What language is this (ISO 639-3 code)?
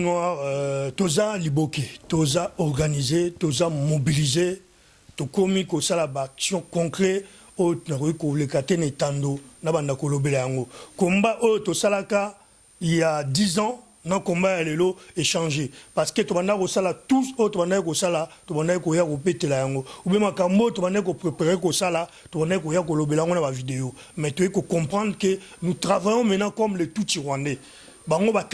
lin